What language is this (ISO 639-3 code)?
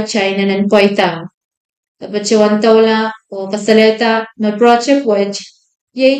pon